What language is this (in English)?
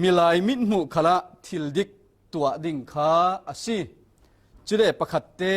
Falam Chin